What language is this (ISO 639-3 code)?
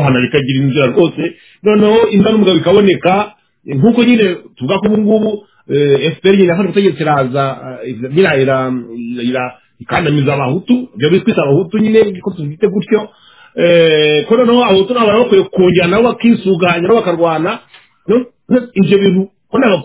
kin